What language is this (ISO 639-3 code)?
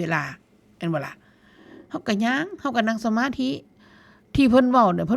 tts